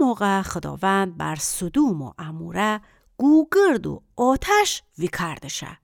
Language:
Gilaki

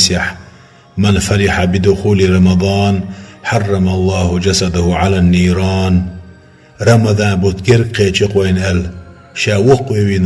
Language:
Chechen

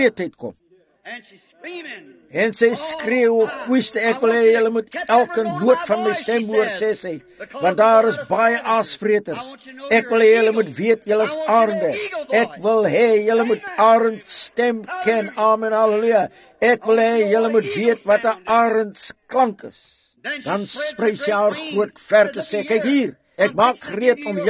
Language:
Afrikaans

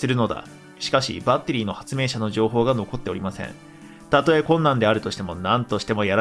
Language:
Japanese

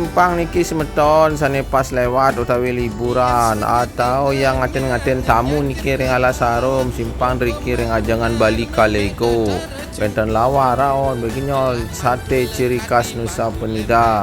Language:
Balinese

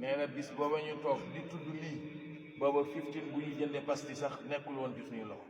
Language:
Wolof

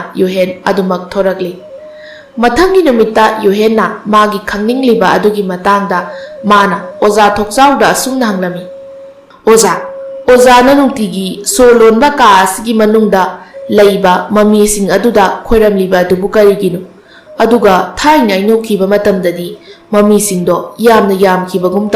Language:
Manipuri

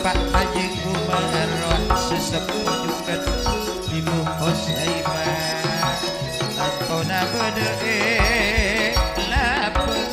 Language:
Madurese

